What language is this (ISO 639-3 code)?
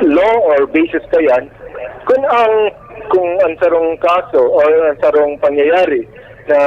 bik